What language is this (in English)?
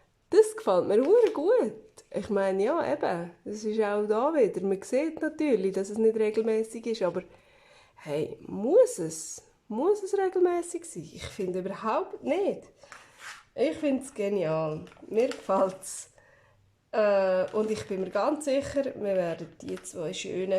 Swiss German